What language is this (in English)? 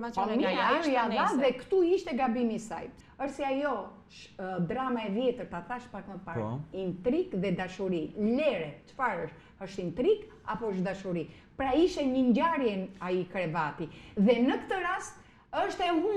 Albanian